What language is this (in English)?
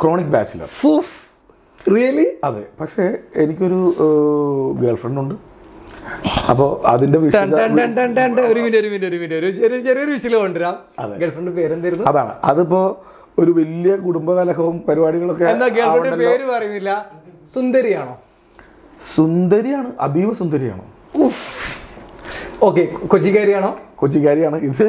Malayalam